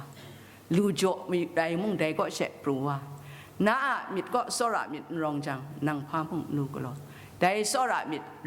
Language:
Kachin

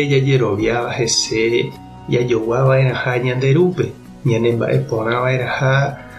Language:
Guarani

